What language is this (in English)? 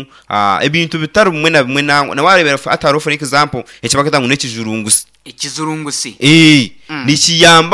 Nyankole